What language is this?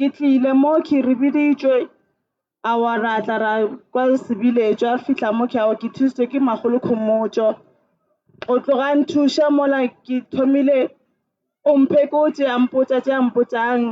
Northern Sotho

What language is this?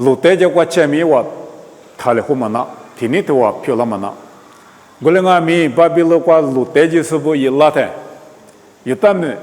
Lisu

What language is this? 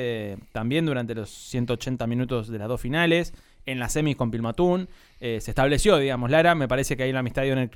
Spanish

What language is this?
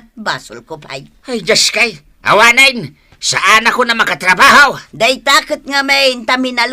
Iloko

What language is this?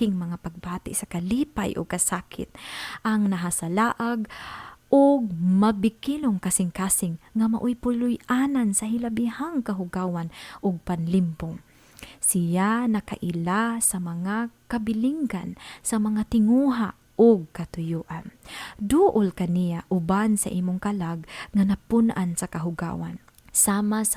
Cebuano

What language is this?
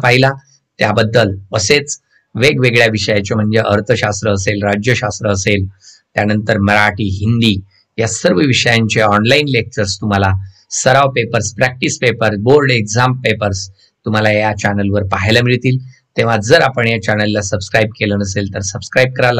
Marathi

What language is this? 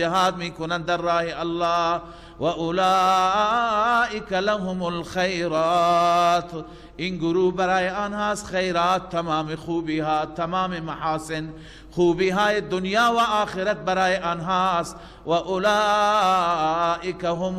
Persian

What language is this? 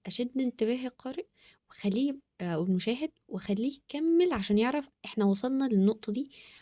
Egyptian Arabic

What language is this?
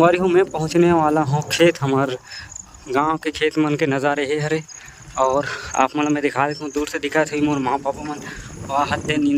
Chhattisgarhi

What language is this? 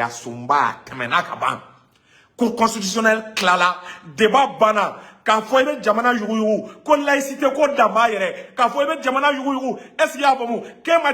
Bambara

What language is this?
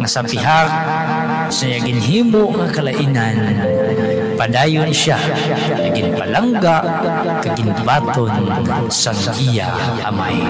Hiligaynon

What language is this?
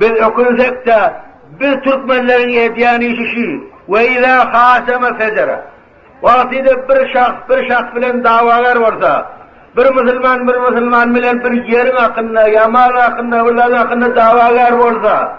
Turkmen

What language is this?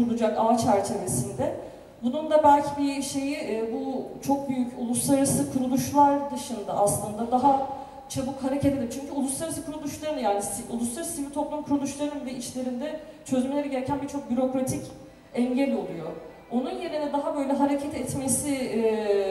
Turkish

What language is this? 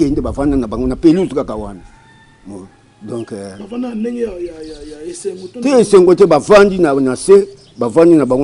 Lingala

